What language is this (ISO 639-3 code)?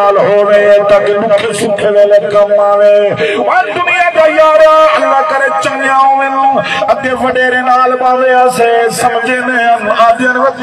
skr